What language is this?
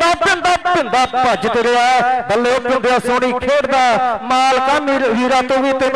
Punjabi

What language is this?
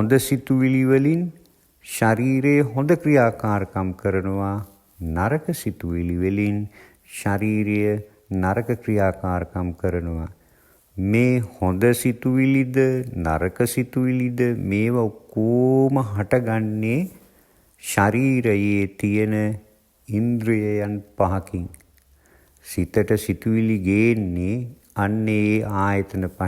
Sinhala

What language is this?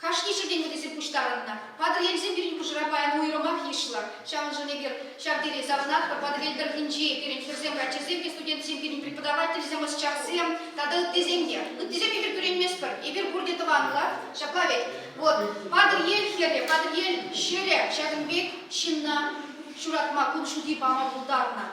Chuvash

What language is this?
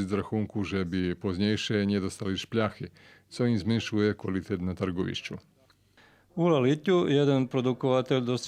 Rusyn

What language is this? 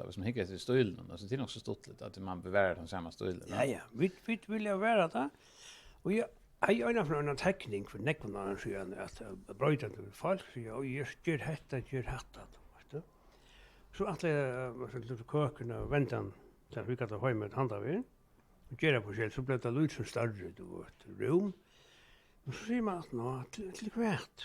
Faroese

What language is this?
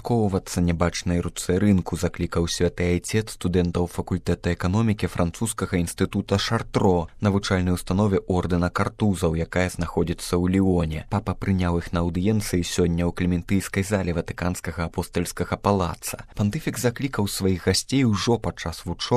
Belarusian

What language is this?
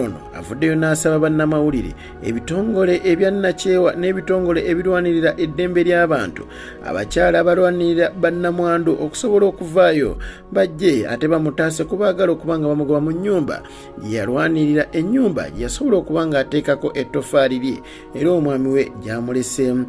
Ganda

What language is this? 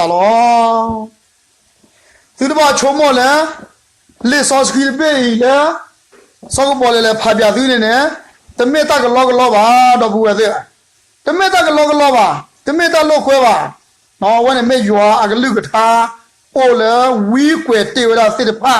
S'gaw Karen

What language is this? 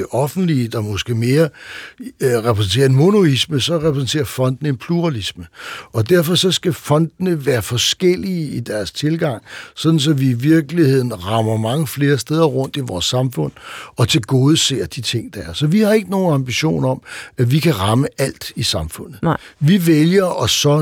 Danish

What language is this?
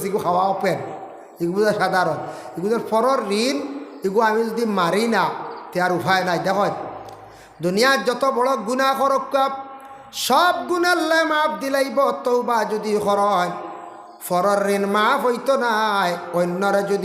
Sylheti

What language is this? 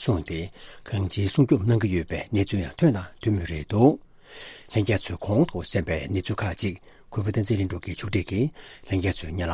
Tibetan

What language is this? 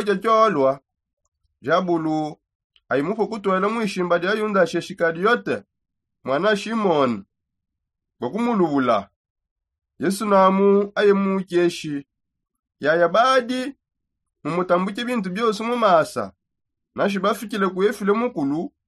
Songe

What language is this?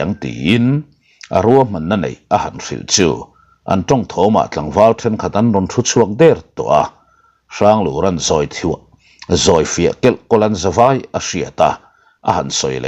Mizo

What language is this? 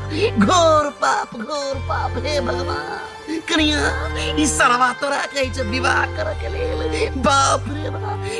Maithili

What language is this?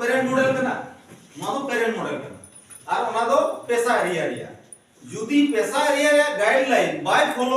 Santali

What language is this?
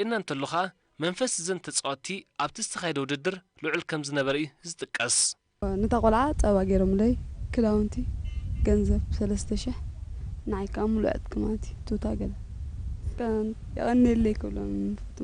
Tigrinya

